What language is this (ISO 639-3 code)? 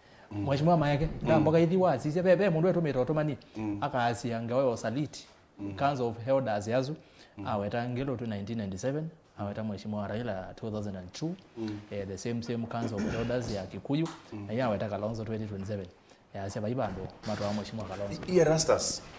kam